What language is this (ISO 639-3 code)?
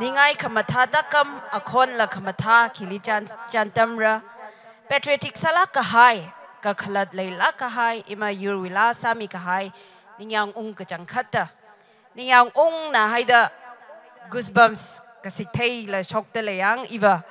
nmf